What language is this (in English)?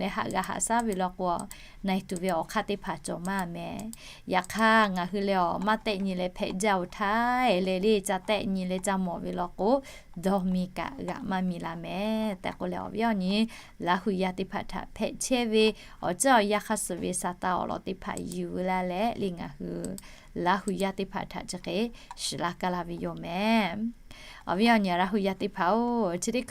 Lahu